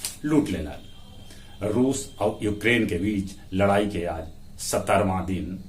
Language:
Magahi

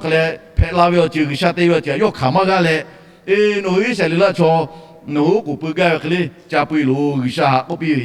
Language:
Lahu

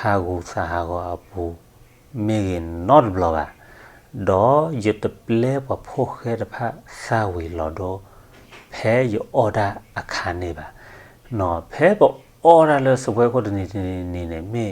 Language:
S'gaw Karen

